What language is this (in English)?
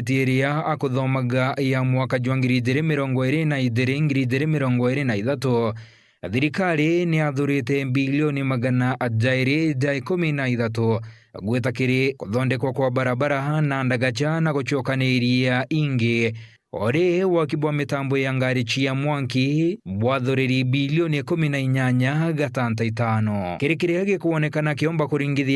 Meru